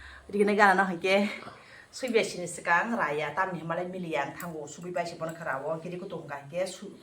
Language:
Kok Borok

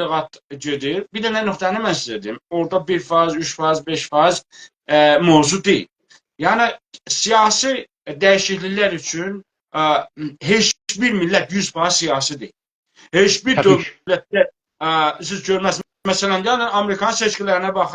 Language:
South Azerbaijani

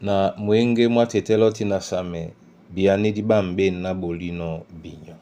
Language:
Duala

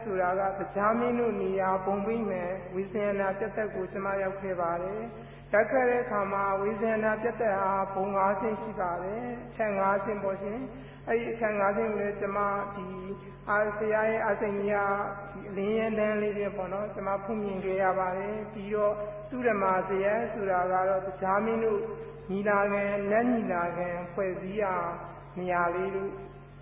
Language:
Burmese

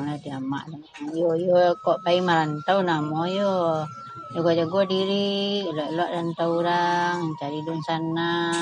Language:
Minangkabau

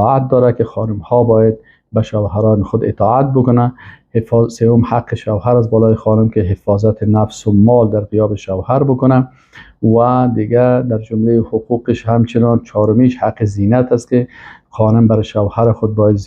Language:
Persian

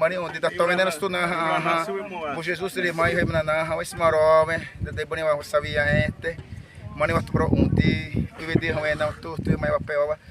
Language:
Xavánte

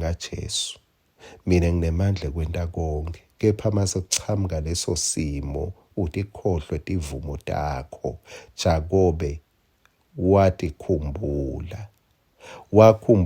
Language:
Swati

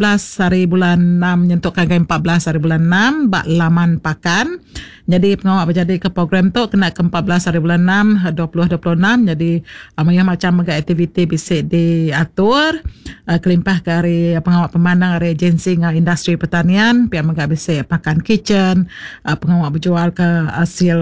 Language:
Iban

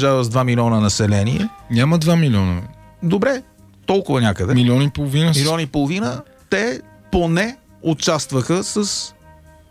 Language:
Bulgarian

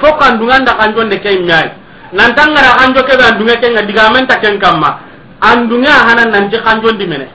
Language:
Soninke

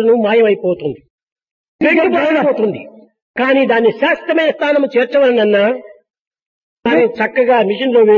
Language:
Telugu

